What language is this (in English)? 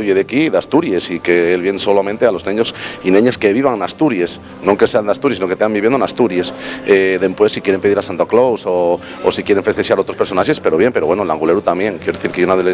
Asturian